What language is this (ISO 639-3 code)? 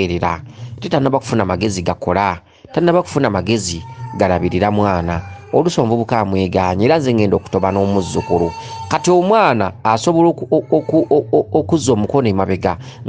lug